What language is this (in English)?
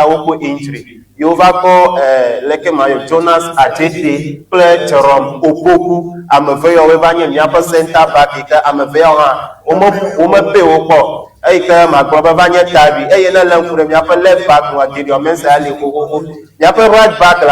Ewe